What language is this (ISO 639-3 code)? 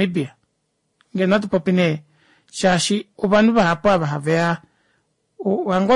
kua